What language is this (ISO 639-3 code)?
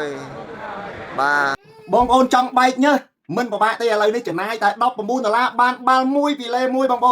khm